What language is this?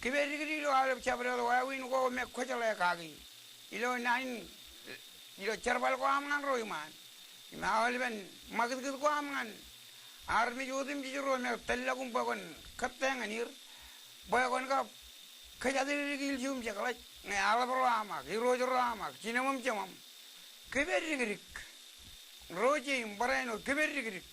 Marshallese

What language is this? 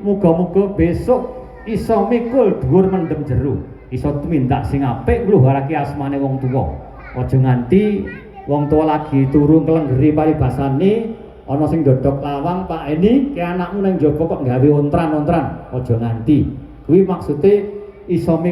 Javanese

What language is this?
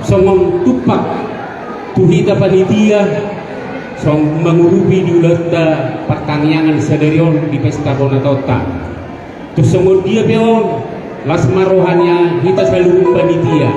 Batak Toba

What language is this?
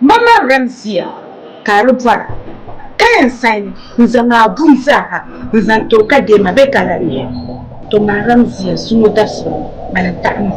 Dagbani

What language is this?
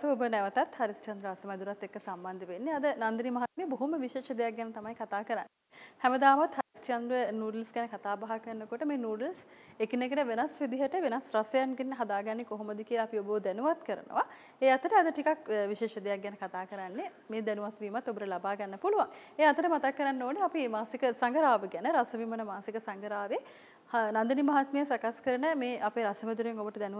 Sinhala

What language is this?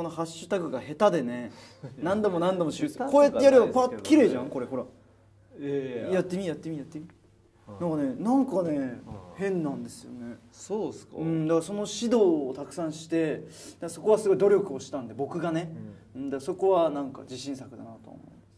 Japanese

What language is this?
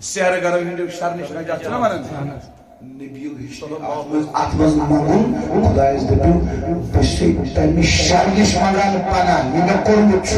Kashmiri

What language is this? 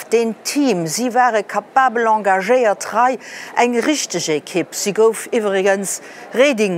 Luxembourgish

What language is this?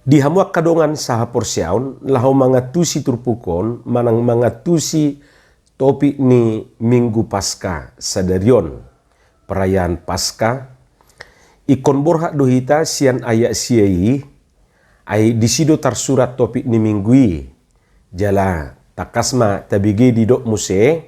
Batak Toba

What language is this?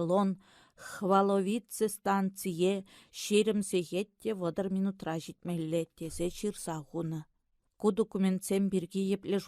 Chuvash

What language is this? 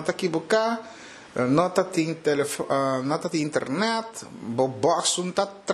Papiamento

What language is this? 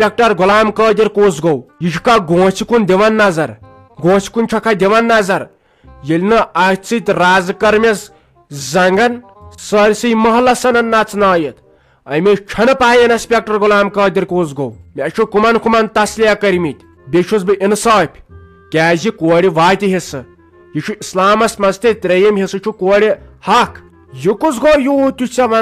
Kashmiri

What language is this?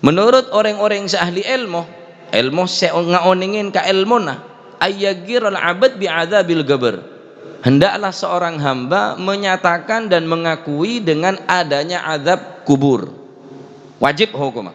Madurese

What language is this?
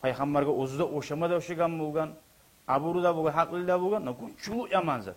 Kumyk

